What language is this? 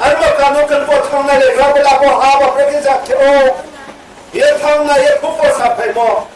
Riang (India)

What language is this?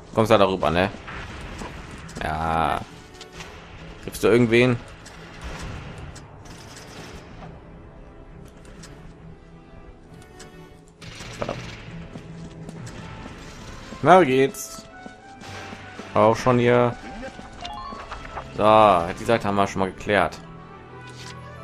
German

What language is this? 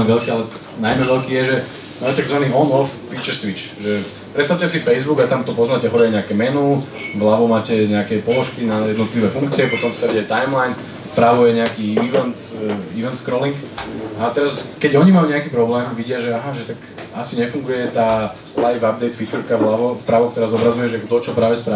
Slovak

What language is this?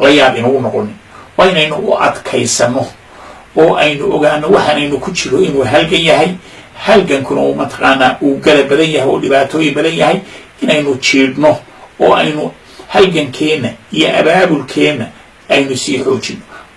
Somali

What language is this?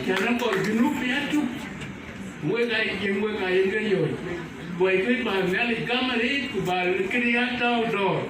Dinka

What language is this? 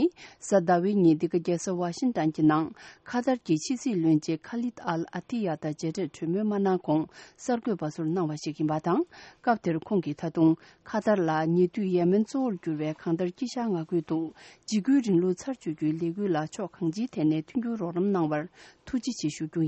Tibetan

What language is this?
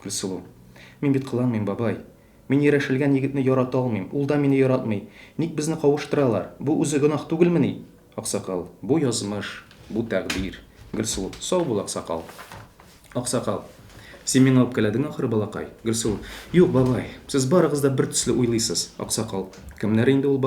Tatar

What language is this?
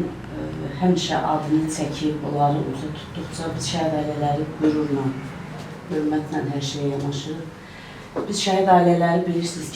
Azerbaijani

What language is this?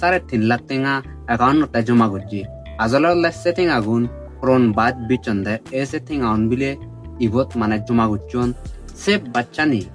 Chakma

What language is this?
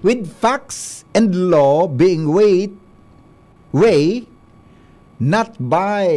Bikol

